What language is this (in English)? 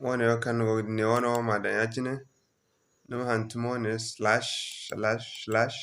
Zarma